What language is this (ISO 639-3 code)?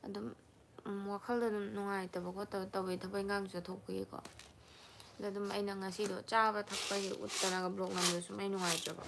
mni